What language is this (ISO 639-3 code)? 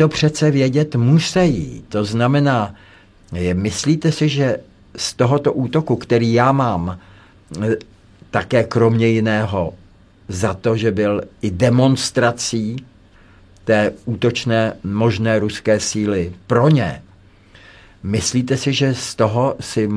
ces